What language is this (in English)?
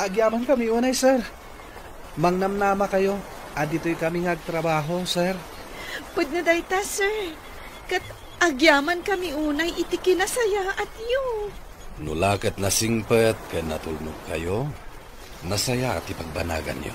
Iloko